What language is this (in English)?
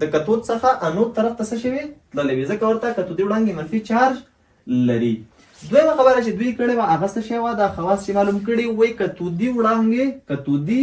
Pashto